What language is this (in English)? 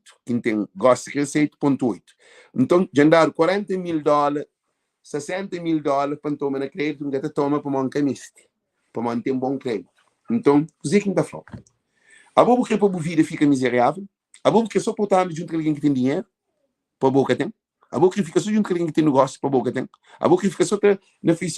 Kabuverdianu